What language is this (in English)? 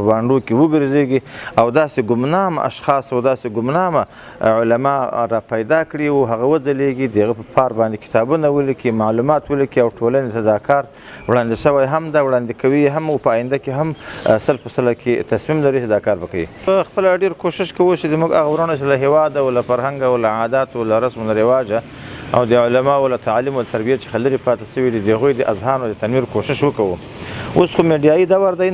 Pashto